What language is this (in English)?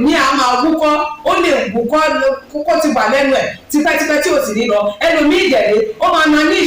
Yoruba